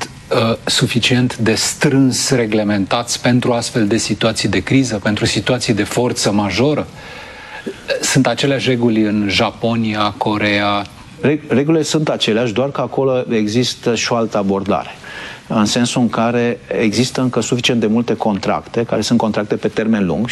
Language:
Romanian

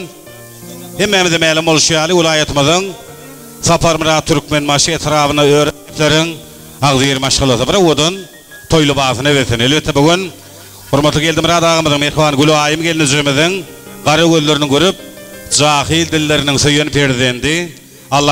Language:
Turkmen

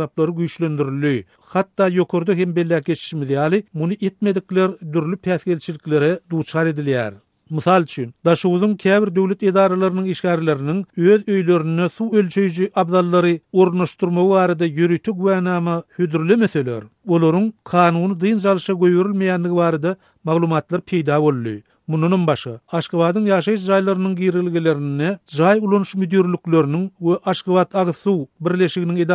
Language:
Turkmen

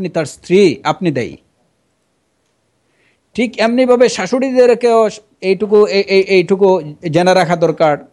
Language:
Bangla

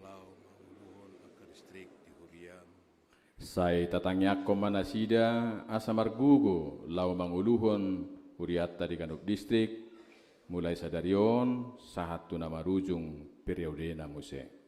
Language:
Batak Toba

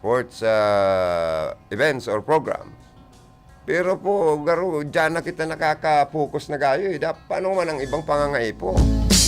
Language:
Bikol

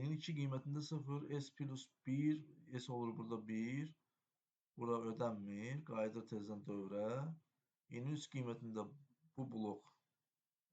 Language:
Azerbaijani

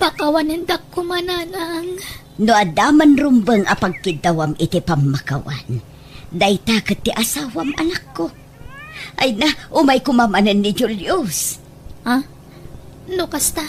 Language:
Iloko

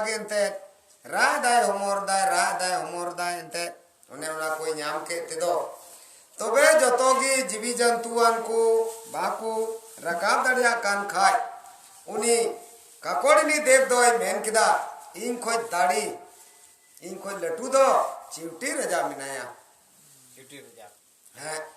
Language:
Santali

